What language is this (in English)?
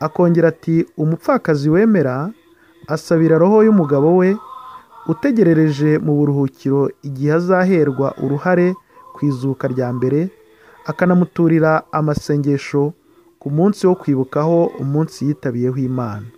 Kinyarwanda